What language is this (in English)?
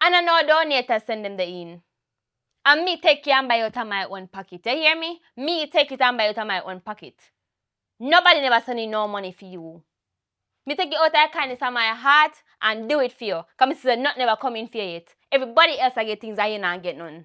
Jamaican Creole English